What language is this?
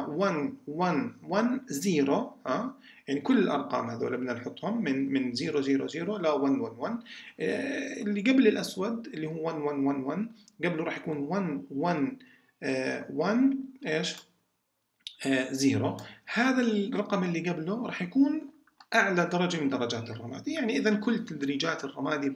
South Levantine Arabic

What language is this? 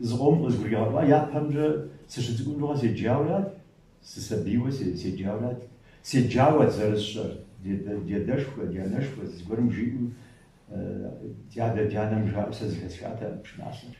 Kabardian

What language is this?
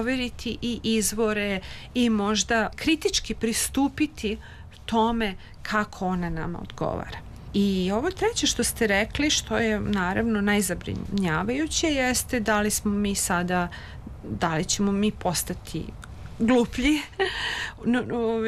Serbian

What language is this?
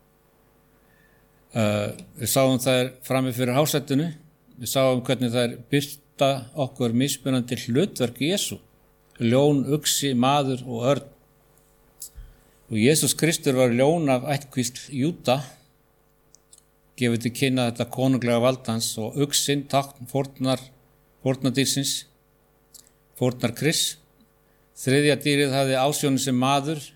Icelandic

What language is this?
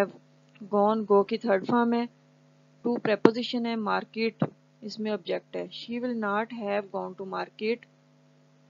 Urdu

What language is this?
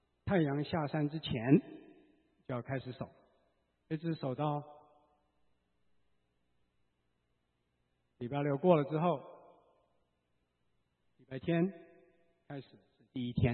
Chinese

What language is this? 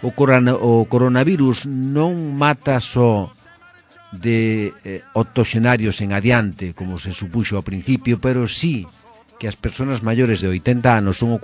Galician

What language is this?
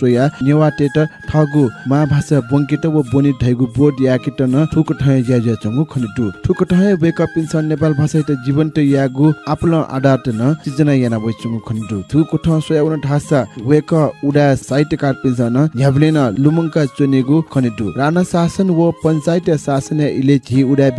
Newari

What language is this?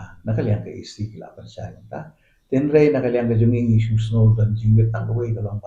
Khasi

